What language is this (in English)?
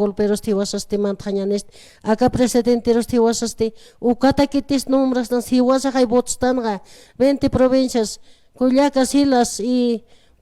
Aymara